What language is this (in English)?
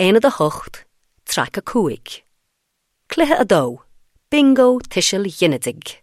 Irish